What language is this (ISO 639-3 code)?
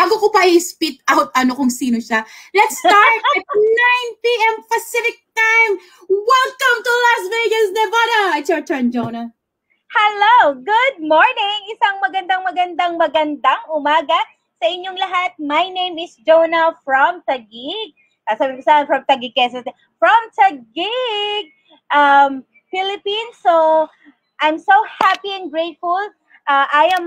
fil